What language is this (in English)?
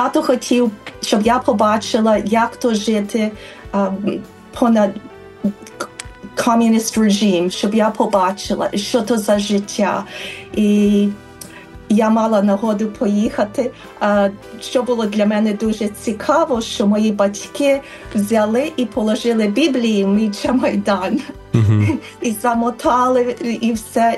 Ukrainian